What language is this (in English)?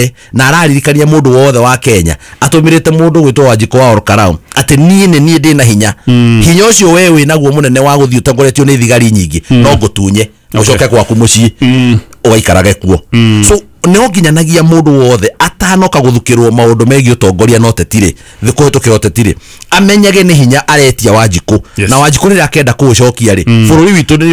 Kikuyu